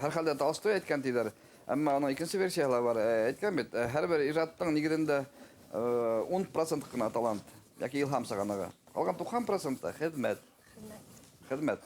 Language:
Bashkir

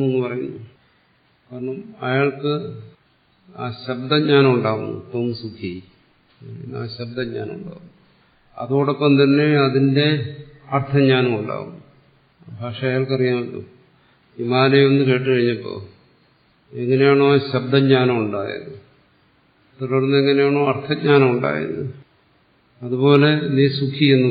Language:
Malayalam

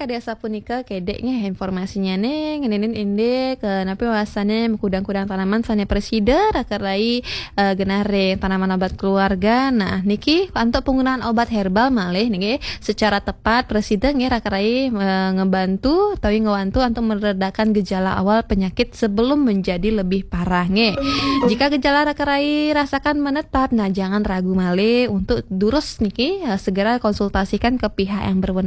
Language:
Balinese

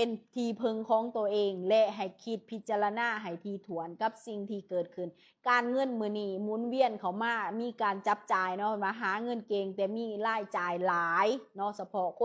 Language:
Lao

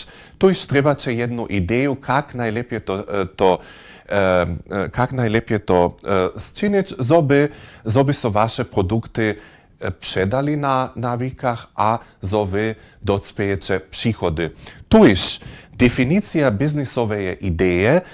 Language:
Upper Sorbian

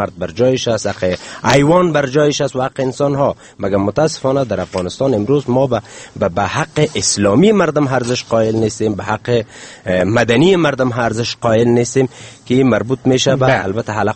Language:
Persian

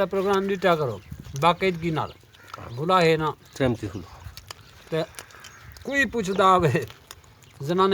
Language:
Saraiki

